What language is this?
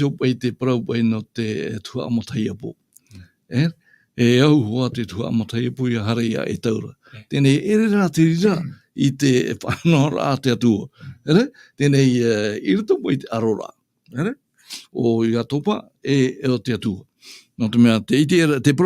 Tahitian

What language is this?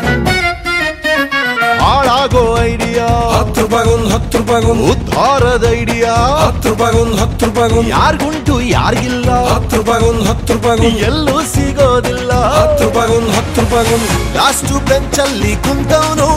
Kannada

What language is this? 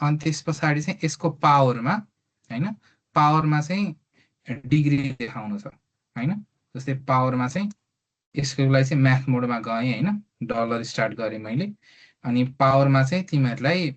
Nepali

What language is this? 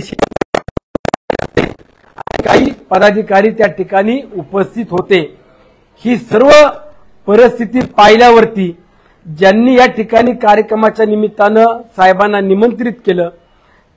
Marathi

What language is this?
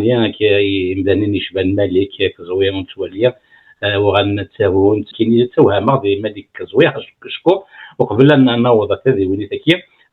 Kabyle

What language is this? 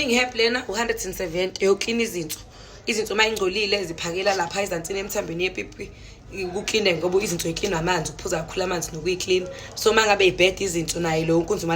Zulu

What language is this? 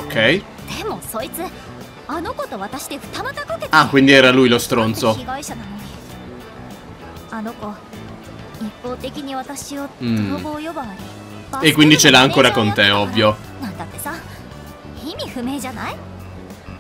Italian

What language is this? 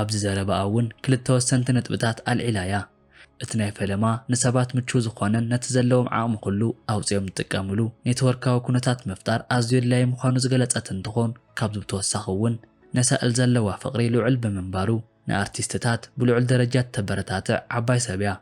Tigrinya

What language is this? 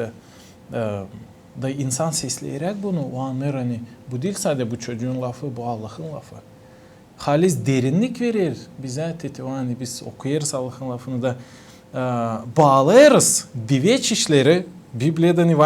Gagauz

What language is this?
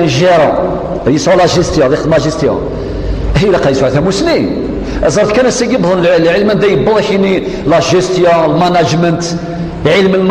Kabyle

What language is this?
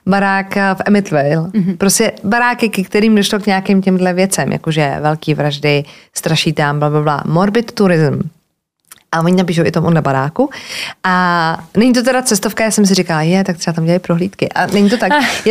Czech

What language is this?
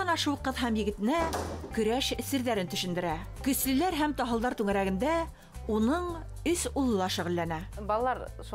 Bashkir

